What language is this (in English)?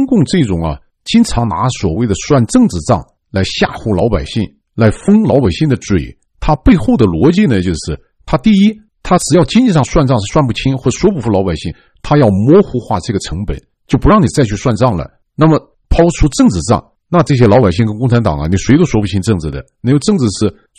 Chinese